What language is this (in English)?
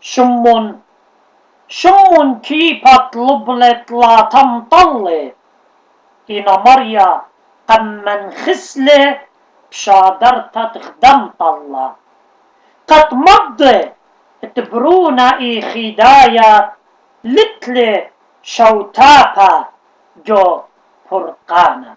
Assyrian Neo-Aramaic